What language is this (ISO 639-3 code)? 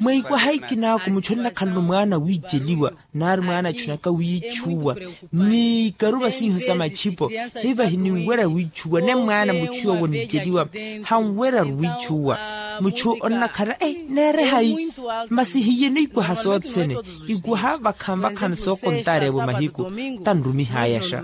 vmw